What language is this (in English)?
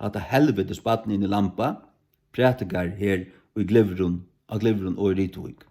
Faroese